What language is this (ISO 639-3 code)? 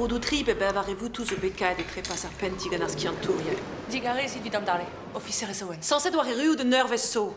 bre